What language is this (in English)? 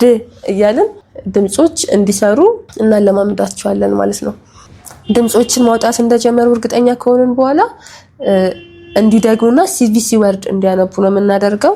Amharic